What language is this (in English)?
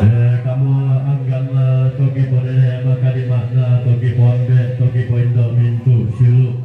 Toraja-Sa'dan